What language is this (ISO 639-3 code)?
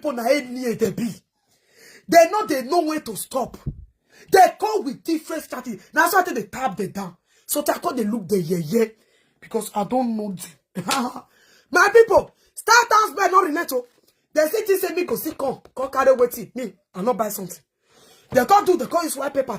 pcm